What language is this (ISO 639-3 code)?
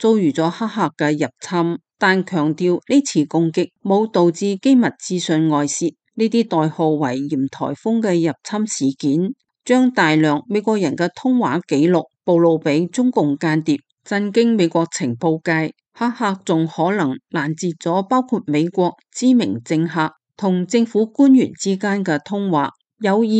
yue